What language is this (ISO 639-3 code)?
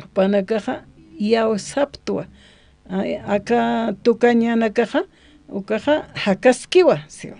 aym